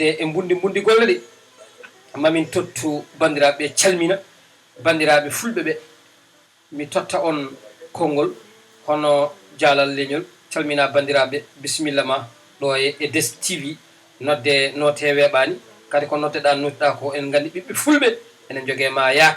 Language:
Fula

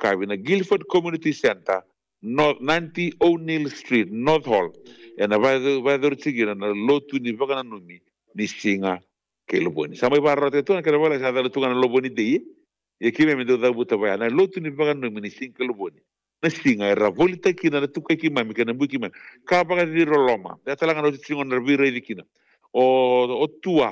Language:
Fijian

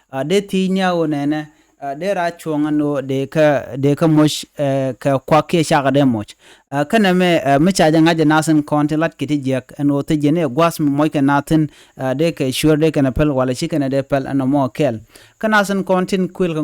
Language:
Nuer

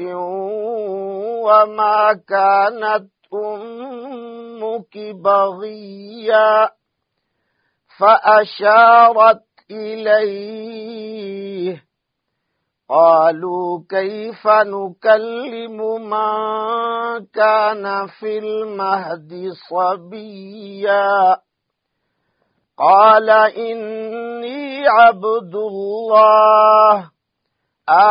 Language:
Arabic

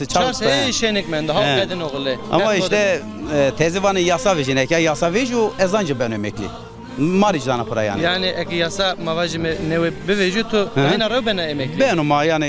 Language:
Zaza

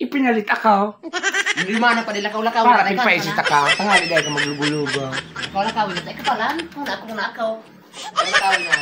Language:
Bikol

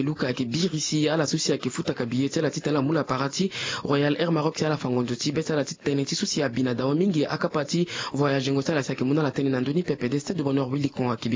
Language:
Sango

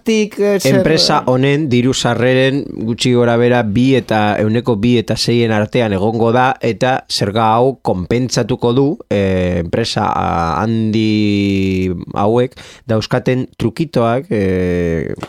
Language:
Basque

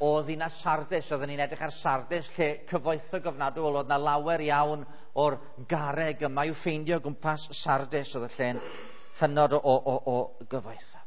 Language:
Welsh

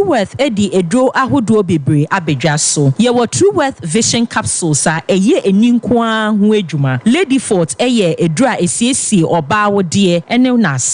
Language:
Akan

